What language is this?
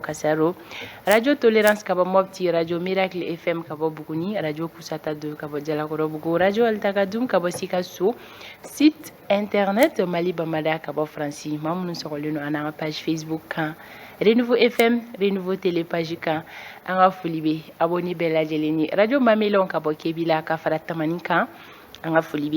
Bambara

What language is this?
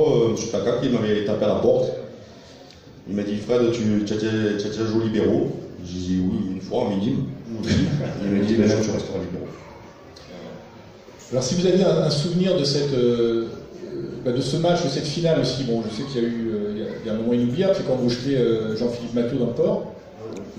French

